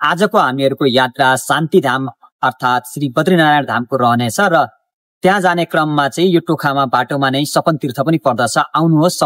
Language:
Nepali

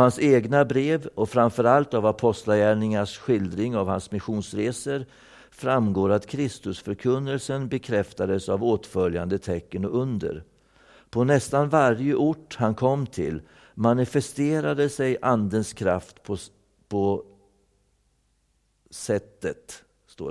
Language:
Swedish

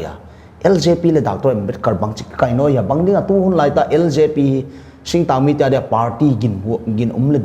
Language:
Paite Chin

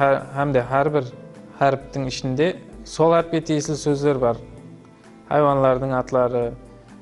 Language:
Kara-Kalpak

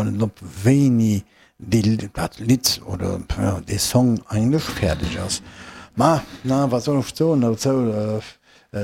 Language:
Luxembourgish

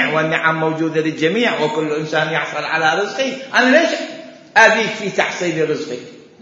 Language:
Mesopotamian Arabic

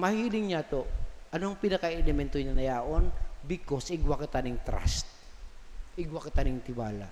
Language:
Bikol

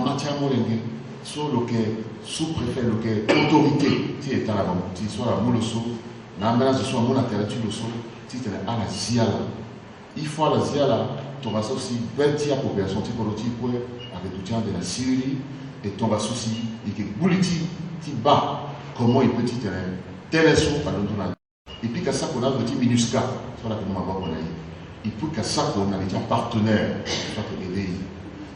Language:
Sango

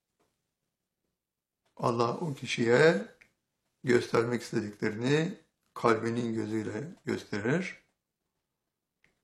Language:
Turkish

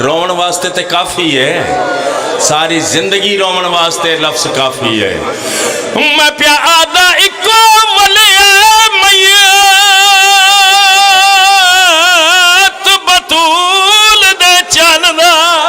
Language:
Pahari-Potwari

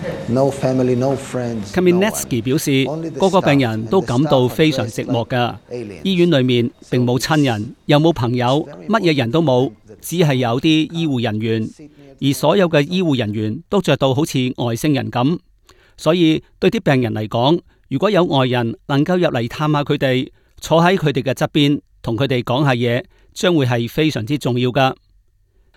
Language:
Cantonese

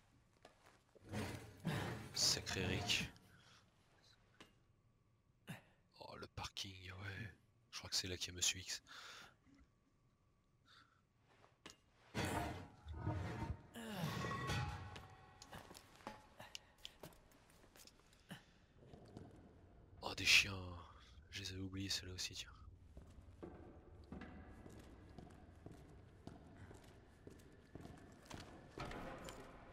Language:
French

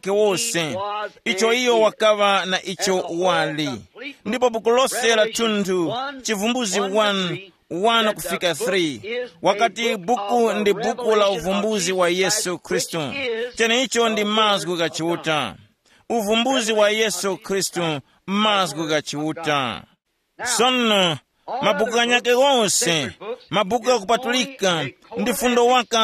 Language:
Tumbuka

